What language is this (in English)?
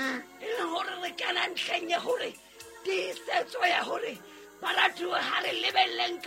Southern Sotho